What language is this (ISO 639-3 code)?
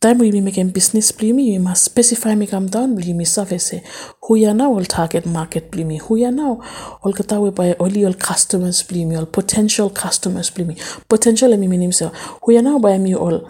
bis